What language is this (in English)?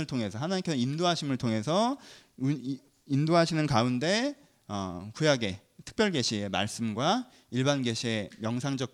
Korean